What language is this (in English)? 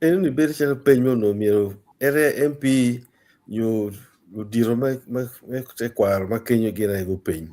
Acoli